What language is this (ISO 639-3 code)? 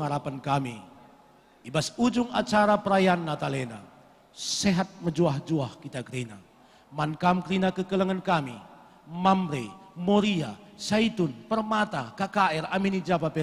btx